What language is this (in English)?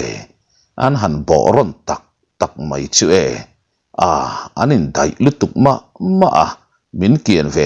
Mizo